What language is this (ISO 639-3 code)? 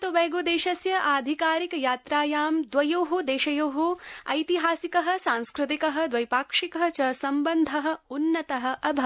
san